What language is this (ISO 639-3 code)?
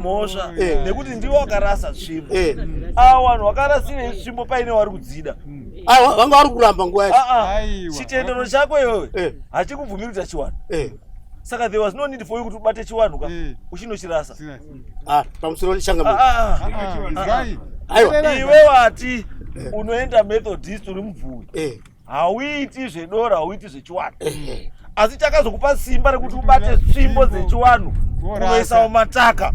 sna